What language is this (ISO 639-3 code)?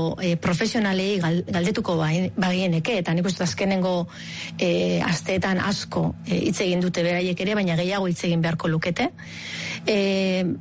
eus